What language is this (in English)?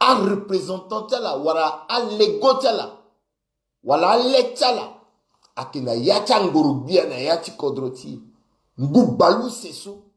Sango